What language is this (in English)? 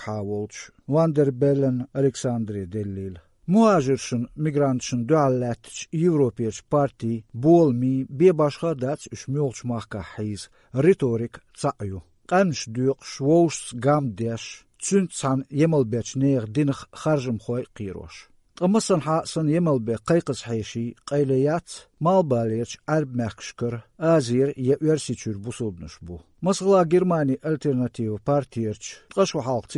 Chechen